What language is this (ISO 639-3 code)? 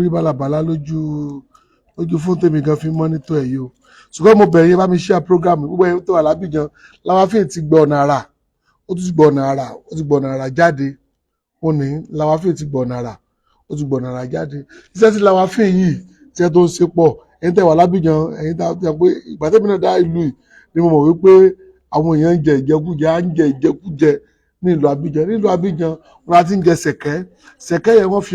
yor